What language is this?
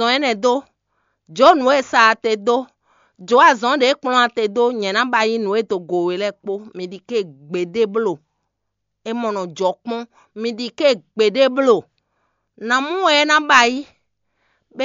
Fon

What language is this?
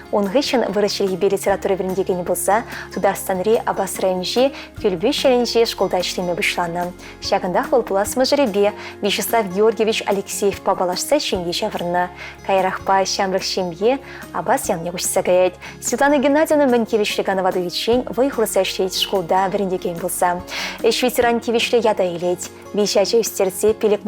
Chuvash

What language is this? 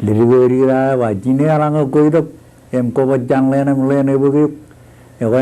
Marshallese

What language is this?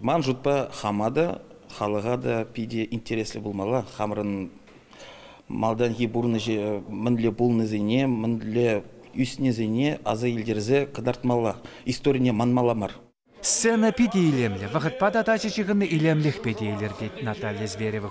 Chuvash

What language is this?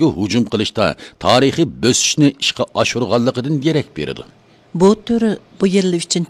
Uyghur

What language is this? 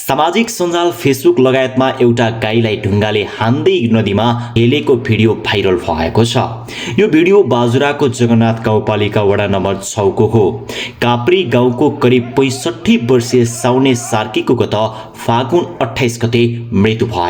Nepali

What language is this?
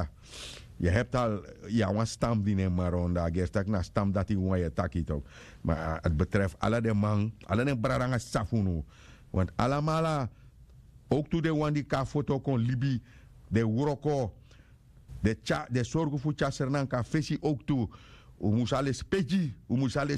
Sranan Tongo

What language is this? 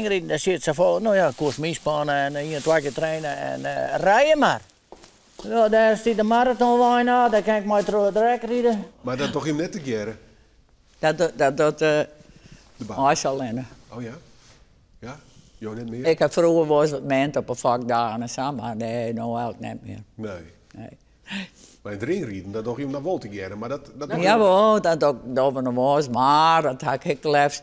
Western Frisian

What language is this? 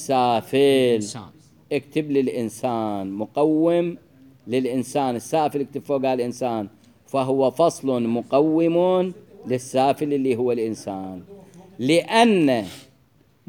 Mesopotamian Arabic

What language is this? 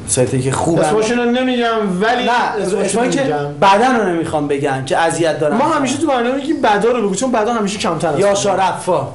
Persian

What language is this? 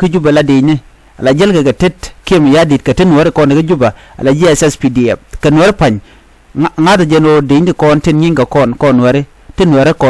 Nuer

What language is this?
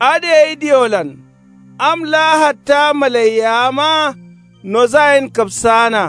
Kanuri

